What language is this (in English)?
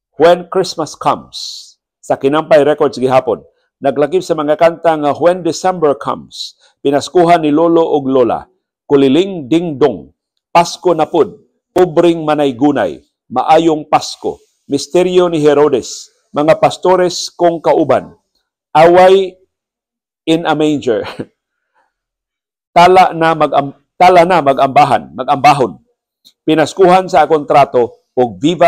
Cebuano